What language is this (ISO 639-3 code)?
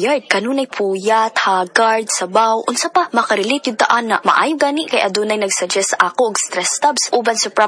ceb